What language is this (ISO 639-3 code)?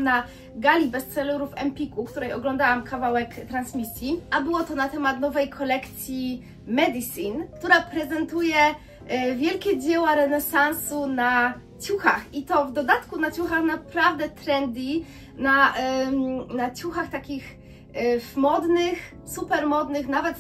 pol